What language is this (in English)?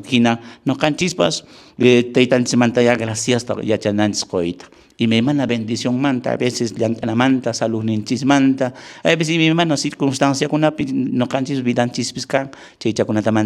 Quechua